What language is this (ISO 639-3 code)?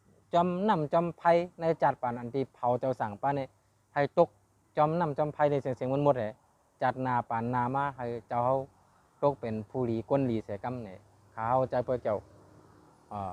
shn